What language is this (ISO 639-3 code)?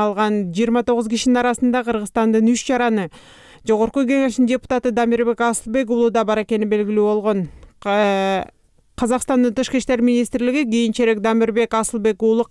kir